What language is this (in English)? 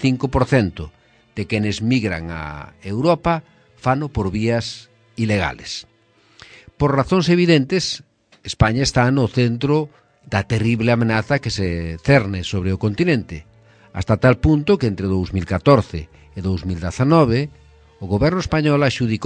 Galician